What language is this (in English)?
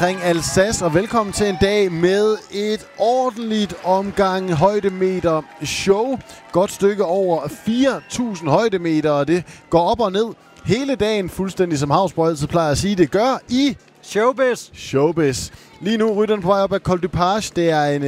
Danish